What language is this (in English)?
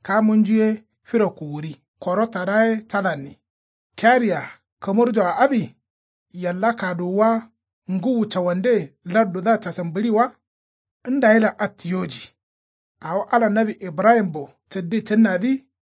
Kanuri